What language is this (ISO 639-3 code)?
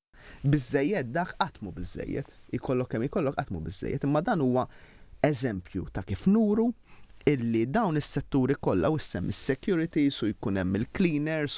mlt